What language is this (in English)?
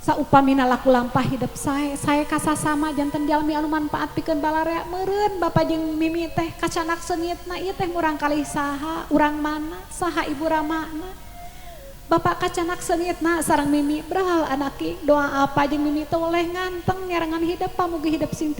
Sundanese